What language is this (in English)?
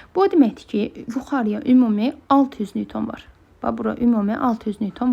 Azerbaijani